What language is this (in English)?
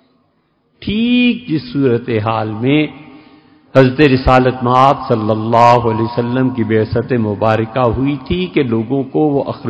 Urdu